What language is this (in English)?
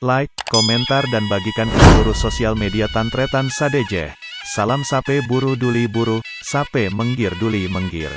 Madurese